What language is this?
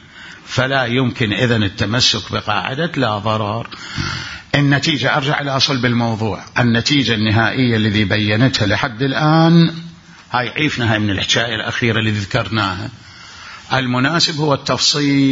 Mesopotamian Arabic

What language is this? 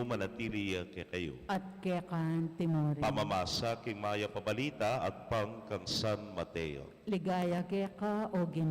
Pampanga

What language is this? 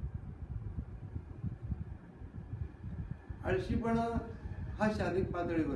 Marathi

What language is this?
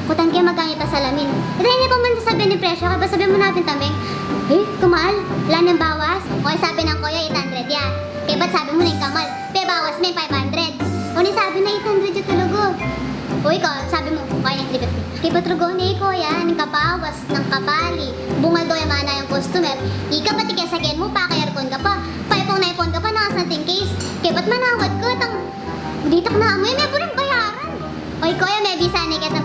Pampanga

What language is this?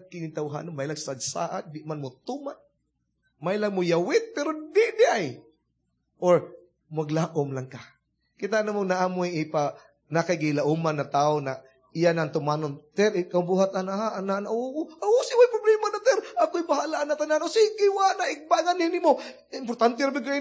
Cebuano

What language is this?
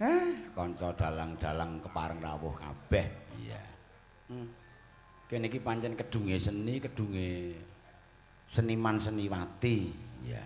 Javanese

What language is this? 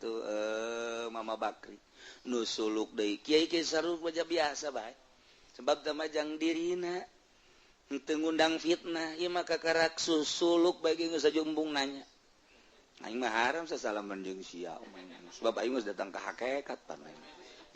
Sundanese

